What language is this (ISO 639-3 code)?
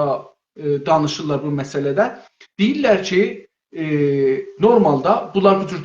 azb